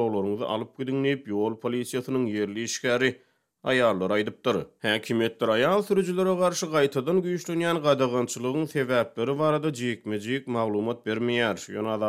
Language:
Turkmen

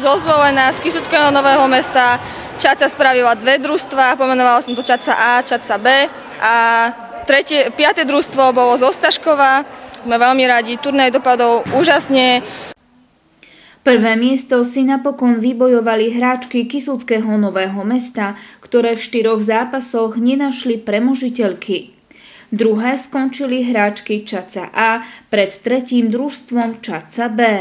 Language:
Slovak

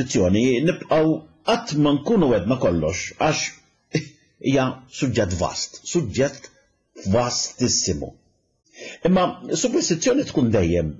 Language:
Maltese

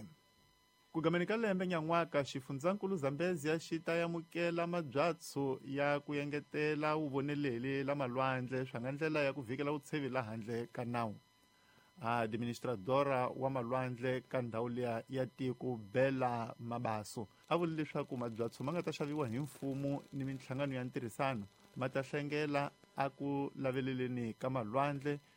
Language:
Tsonga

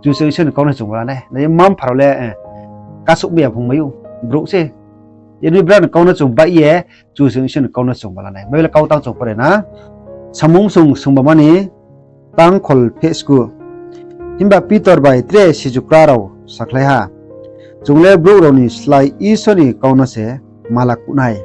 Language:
Riang (India)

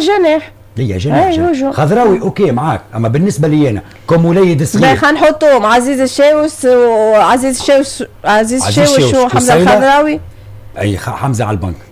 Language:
Tunisian Arabic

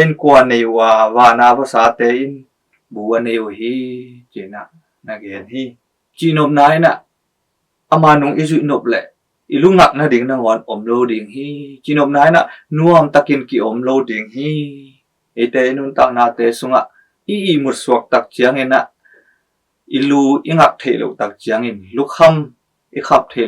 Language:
Tedim Chin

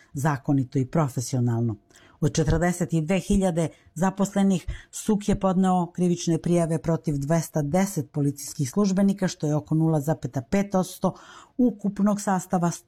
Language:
Serbian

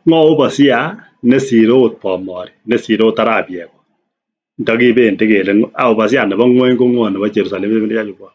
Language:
Kalenjin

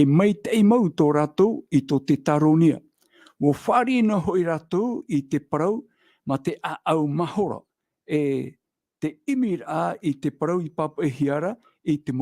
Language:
Tahitian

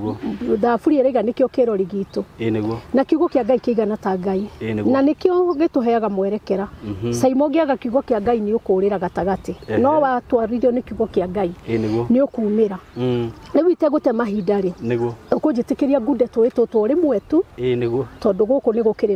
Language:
Kikuyu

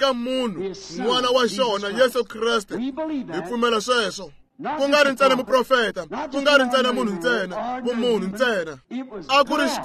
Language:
Tsonga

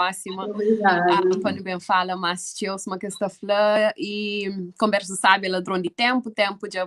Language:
Kabuverdianu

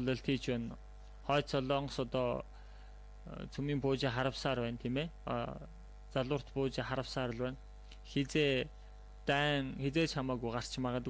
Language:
Mongolian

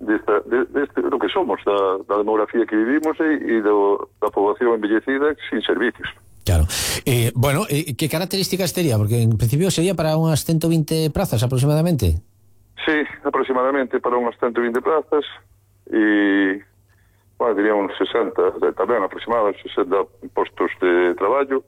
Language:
Galician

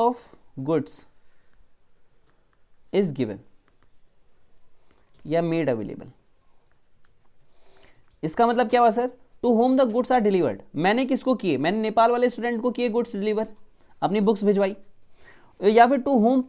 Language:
Hindi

